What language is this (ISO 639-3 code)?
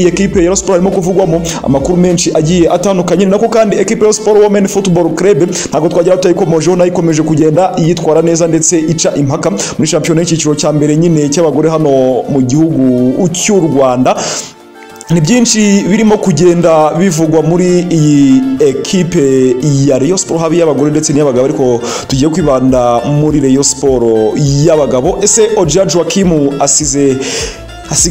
kin